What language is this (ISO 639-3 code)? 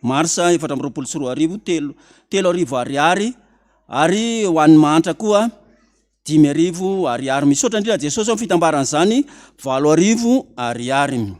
mlg